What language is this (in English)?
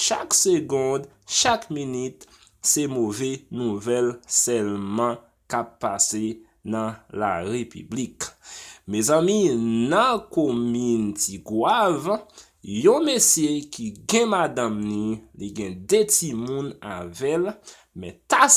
Haitian Creole